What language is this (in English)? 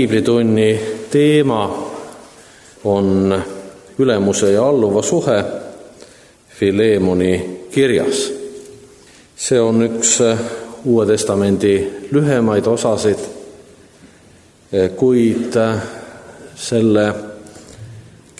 Estonian